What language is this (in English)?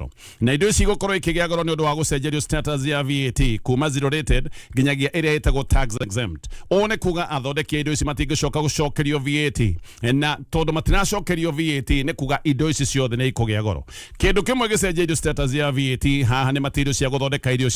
Kikuyu